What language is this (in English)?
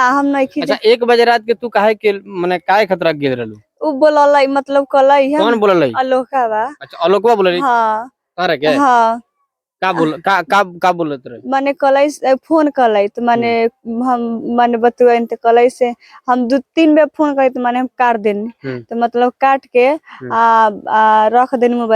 Bhojpuri